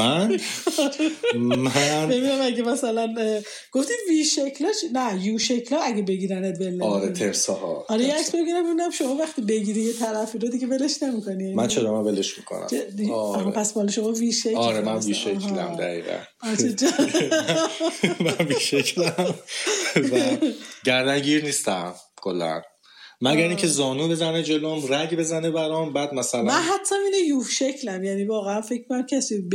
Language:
Persian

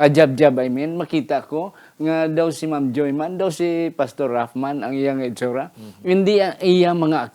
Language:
Hiligaynon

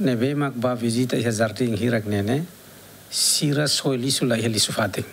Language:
Tetum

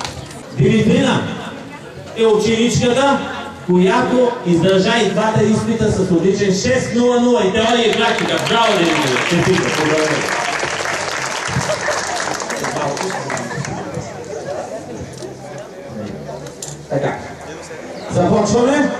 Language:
Bulgarian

